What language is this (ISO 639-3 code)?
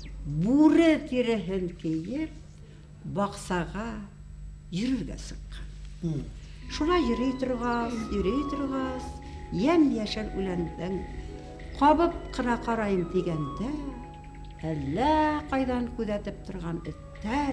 bak